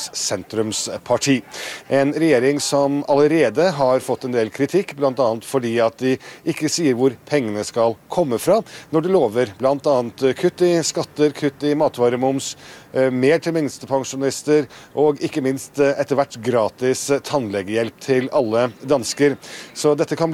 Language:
Norwegian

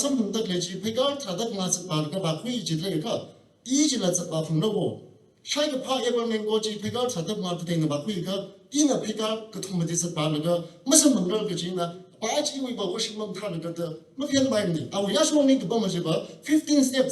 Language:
Tangkhul Naga (India)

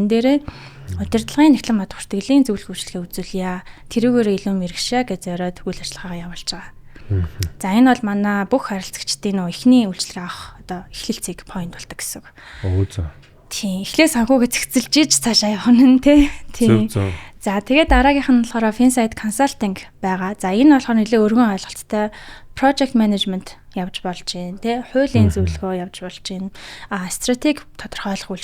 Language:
Mongolian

